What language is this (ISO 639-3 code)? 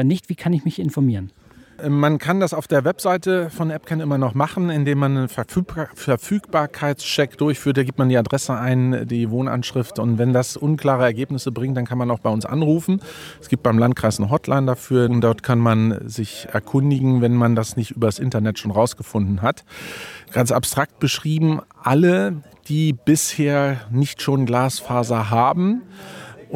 deu